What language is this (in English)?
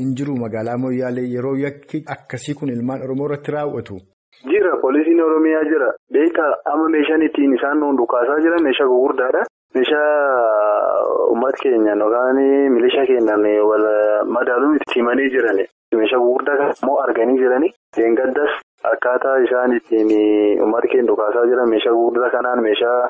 Oromo